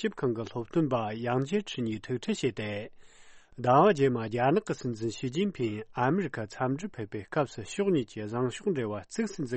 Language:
Tibetan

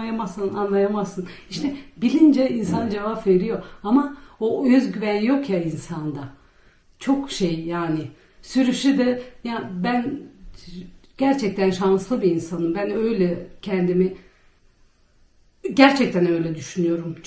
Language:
Turkish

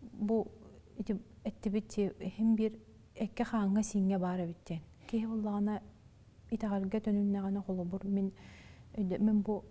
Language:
Yakut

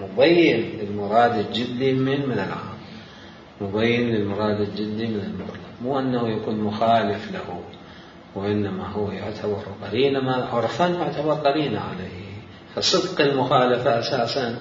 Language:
Mesopotamian Arabic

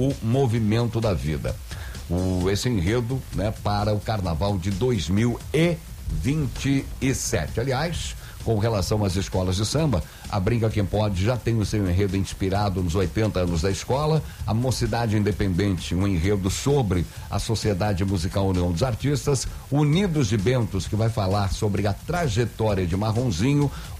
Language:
Portuguese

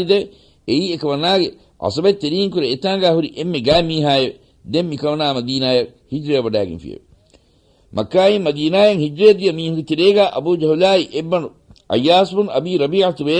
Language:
Divehi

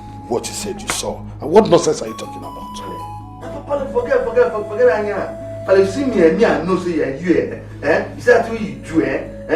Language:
Nigerian Pidgin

